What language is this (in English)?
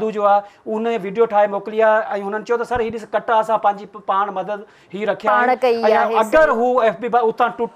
Sindhi